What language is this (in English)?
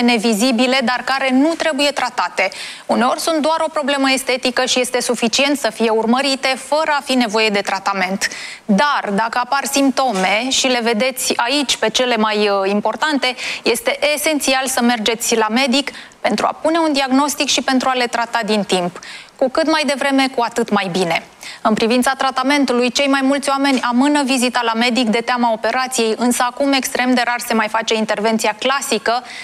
Romanian